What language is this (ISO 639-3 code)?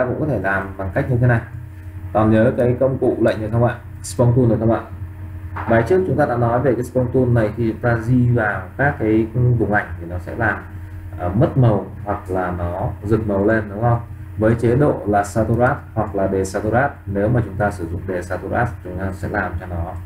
vie